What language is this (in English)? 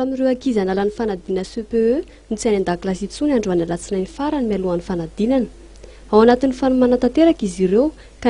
Malagasy